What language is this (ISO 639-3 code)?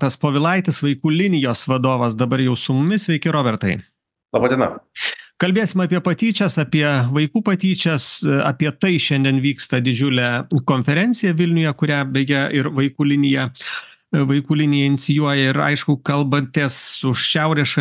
lit